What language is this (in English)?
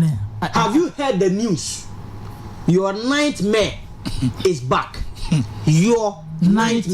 Akan